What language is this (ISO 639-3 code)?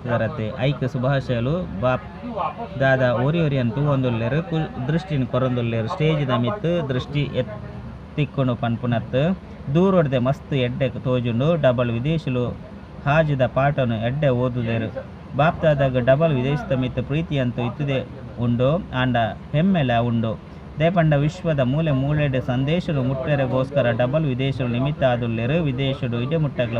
tcy